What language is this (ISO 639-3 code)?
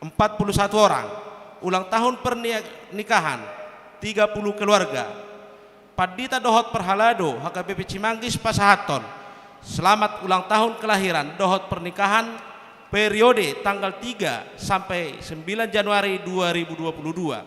bbc